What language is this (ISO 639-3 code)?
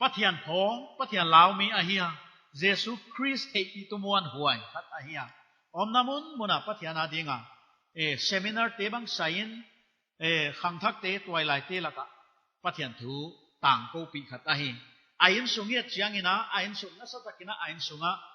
pck